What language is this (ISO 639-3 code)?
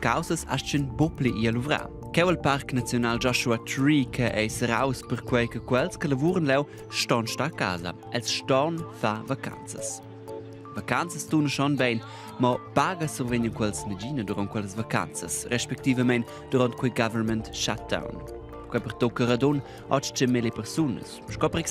roh